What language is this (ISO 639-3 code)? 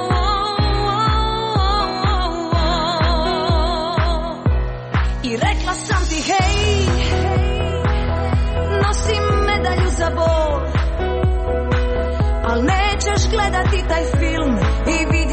hrv